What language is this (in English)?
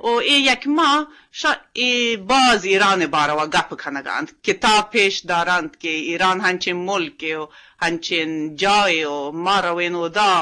Eastern Balochi